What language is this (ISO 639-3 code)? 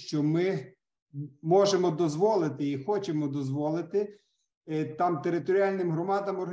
ukr